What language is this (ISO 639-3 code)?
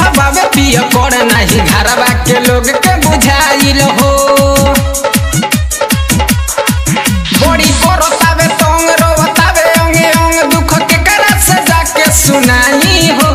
bho